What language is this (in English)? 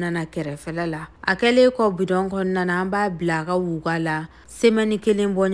Bambara